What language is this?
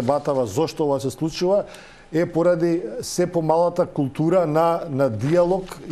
Macedonian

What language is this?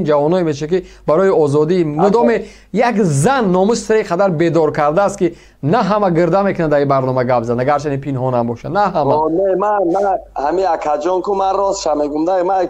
Tajik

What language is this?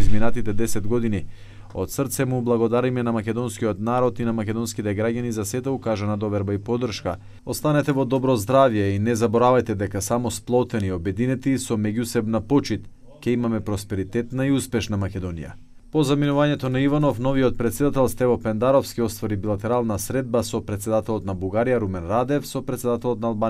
Macedonian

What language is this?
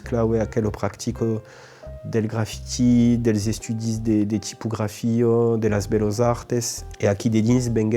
Occitan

